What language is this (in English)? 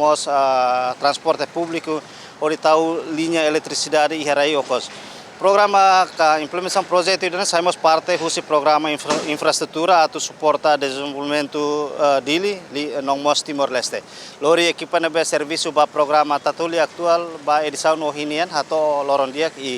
Tetum